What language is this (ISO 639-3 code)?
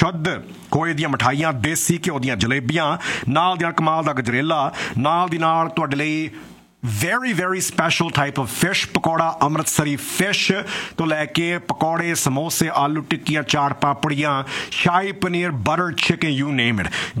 pan